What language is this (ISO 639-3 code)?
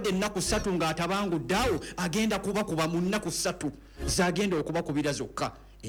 lug